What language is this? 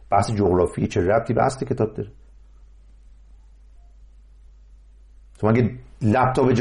Persian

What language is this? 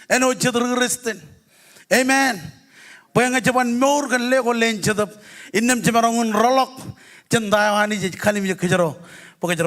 Marshallese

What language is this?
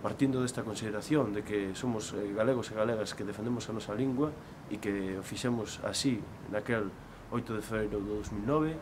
Galician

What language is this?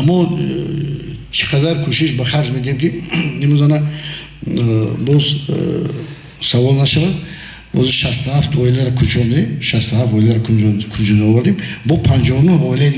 Tajik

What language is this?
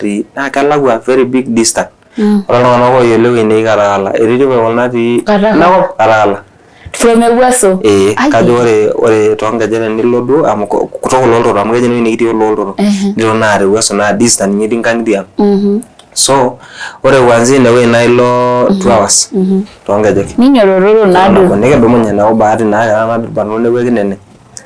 Masai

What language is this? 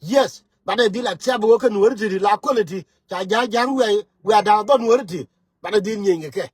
Nuer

